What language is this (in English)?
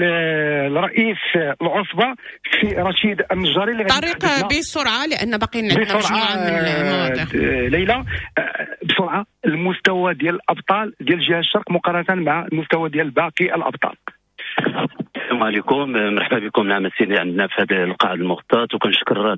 Moroccan Arabic